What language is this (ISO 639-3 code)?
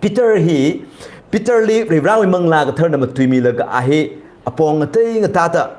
nmf